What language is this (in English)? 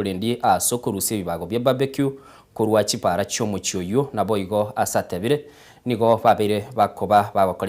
Gusii